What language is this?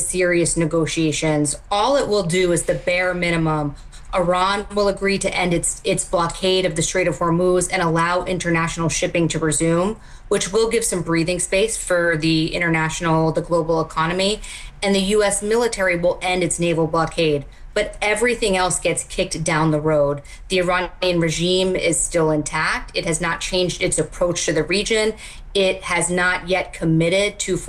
English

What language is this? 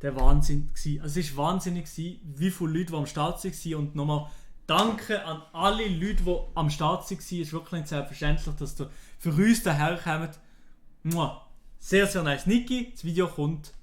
Swiss German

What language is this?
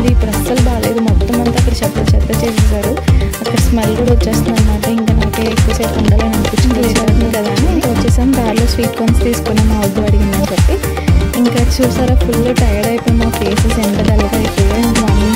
Telugu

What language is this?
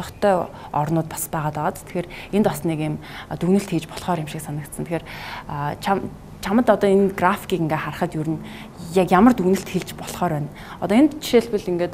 Mongolian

